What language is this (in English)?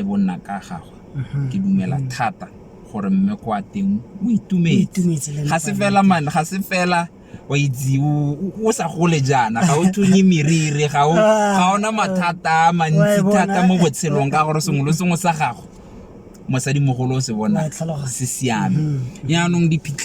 Tswana